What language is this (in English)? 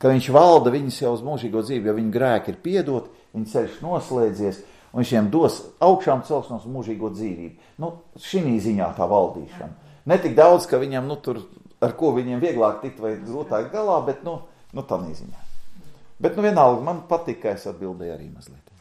Latvian